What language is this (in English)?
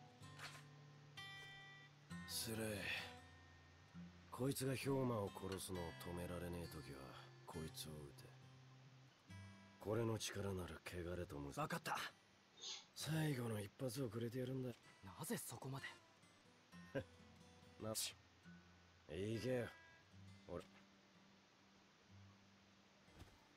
Japanese